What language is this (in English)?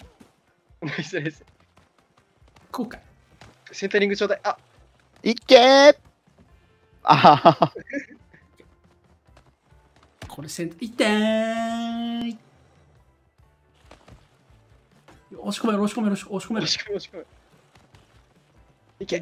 Japanese